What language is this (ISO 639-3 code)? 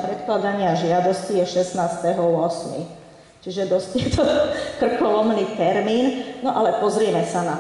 slk